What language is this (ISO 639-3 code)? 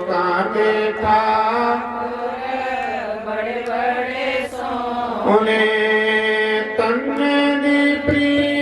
doi